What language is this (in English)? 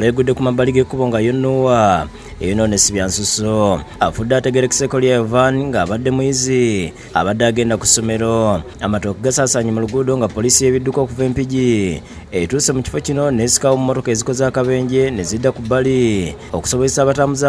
Ganda